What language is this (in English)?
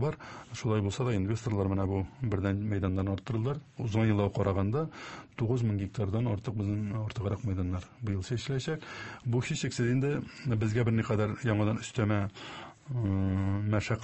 Tatar